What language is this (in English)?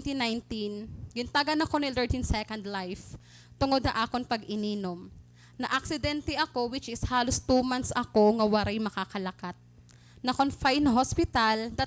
Waray